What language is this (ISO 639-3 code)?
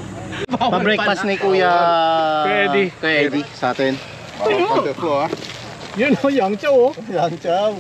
fil